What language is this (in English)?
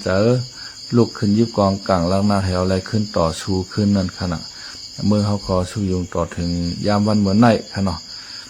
Shan